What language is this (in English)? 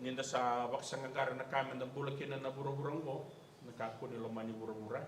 Fijian